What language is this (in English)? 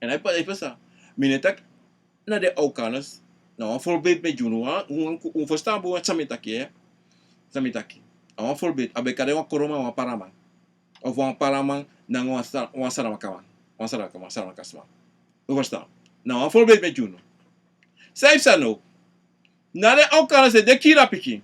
Sranan Tongo